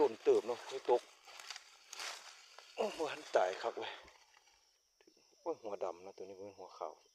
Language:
Lao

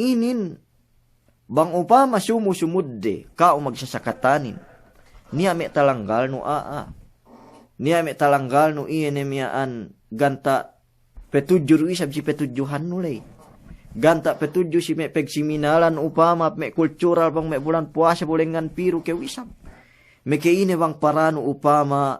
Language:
Yakan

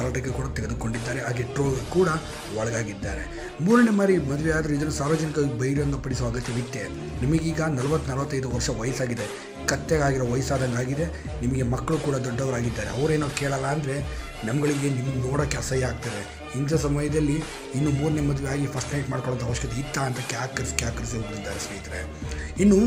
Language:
Kannada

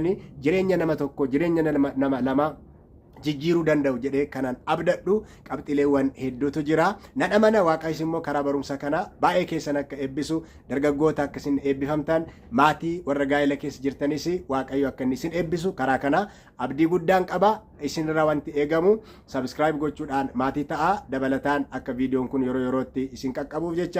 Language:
Oromo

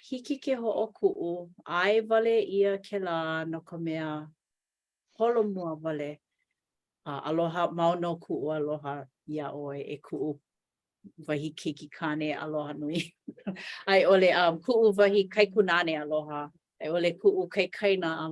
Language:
Hawaiian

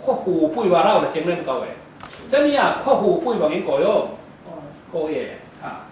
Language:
Falam Chin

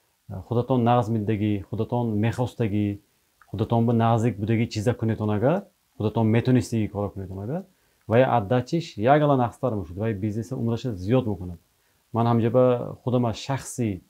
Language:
Tajik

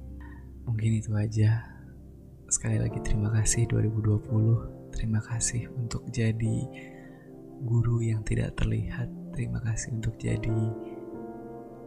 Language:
Indonesian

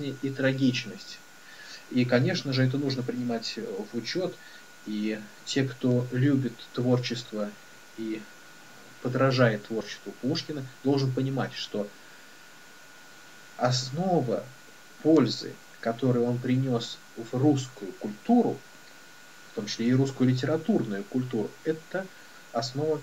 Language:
Russian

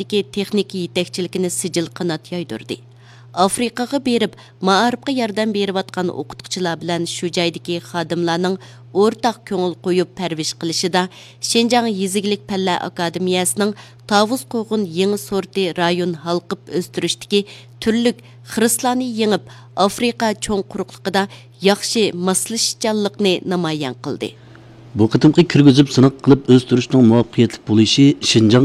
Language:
Uyghur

